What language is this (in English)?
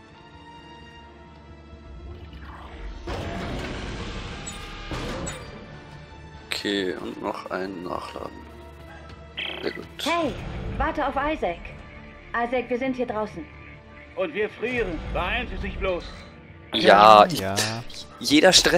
German